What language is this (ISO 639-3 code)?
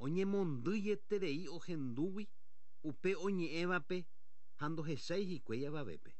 grn